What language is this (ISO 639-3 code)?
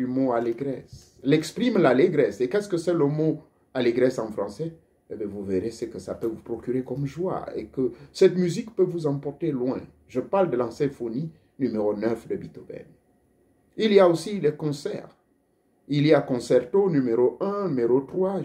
fra